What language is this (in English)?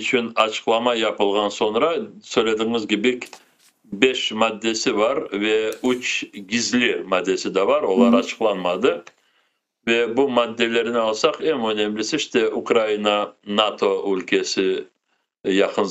Crimean Tatar